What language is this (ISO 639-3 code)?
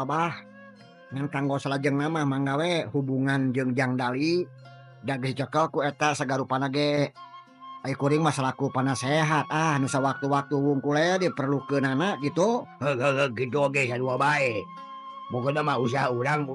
sun